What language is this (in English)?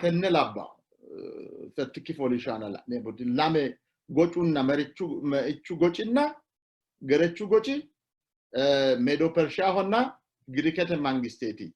Sidamo